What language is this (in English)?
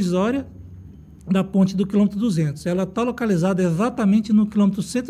Portuguese